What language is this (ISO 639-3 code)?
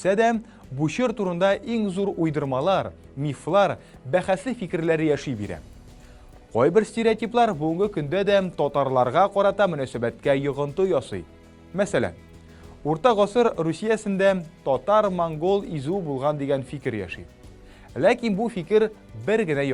tat